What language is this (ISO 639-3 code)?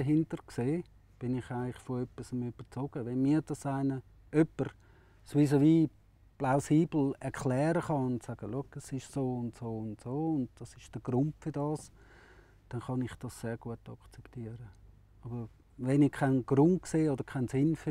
gsw